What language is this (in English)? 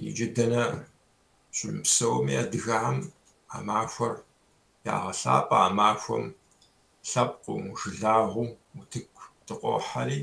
Kabardian